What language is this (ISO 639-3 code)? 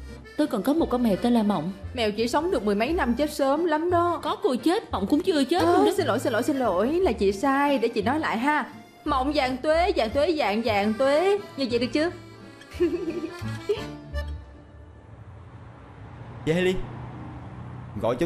vie